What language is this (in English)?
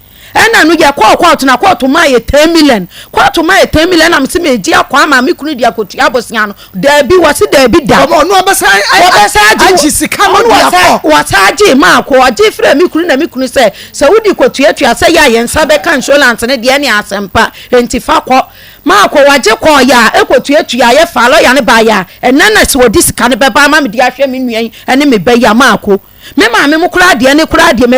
Akan